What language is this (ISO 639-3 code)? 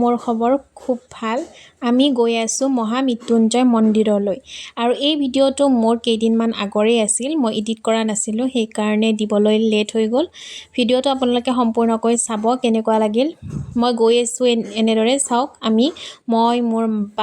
asm